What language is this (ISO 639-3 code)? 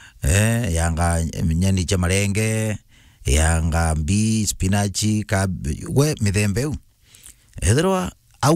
mer